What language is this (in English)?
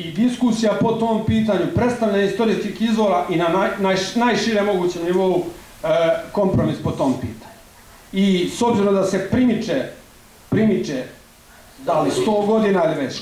Serbian